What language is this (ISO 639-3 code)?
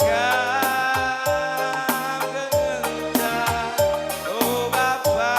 btx